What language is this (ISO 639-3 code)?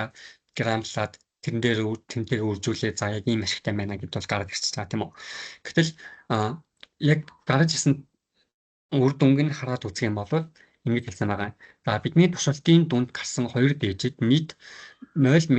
mon